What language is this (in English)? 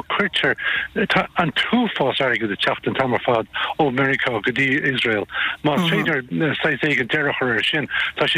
Irish